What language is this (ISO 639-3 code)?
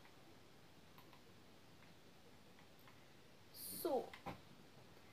swe